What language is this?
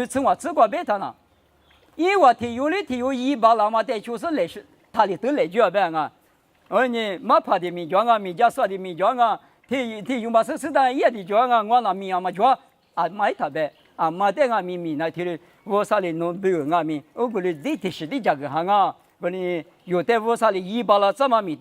Lisu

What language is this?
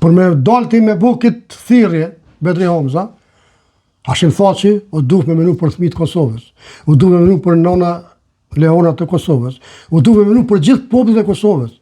Albanian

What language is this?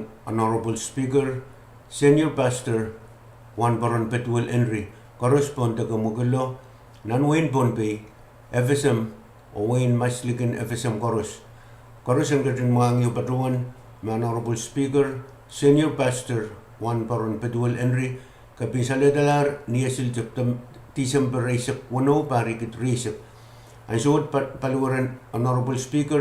Pohnpeian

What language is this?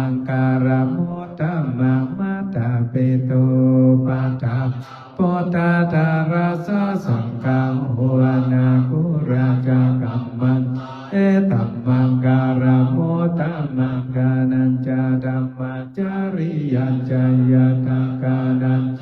Pali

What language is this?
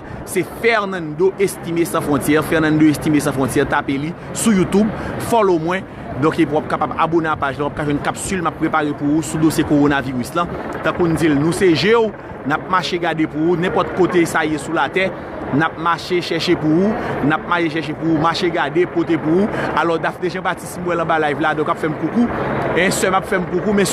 Haitian Creole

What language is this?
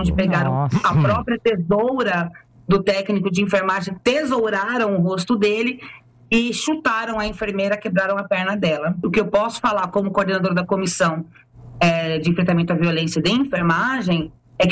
Portuguese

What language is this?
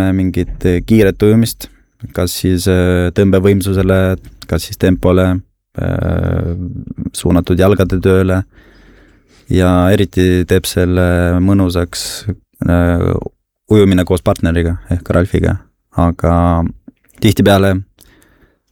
Estonian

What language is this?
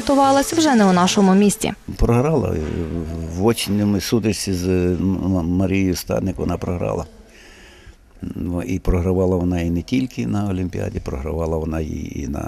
Ukrainian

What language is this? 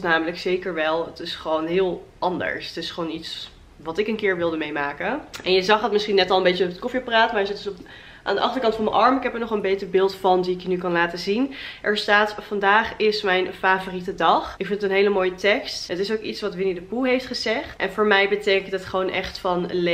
Dutch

